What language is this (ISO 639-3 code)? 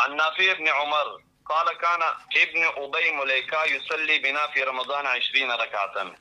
pus